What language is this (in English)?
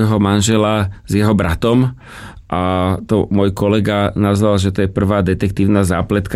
Slovak